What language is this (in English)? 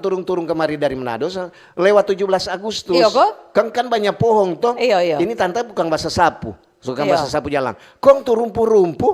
Manado Malay